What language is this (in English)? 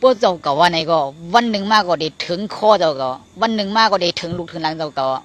Shan